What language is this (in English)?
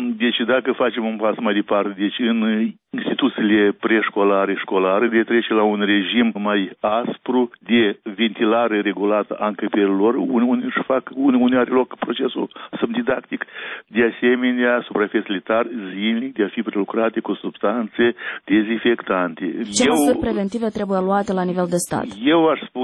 Romanian